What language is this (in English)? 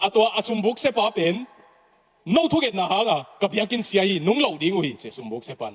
Tedim Chin